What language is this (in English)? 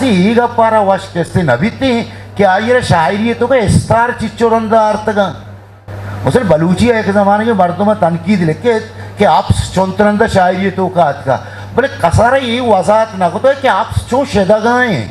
Eastern Balochi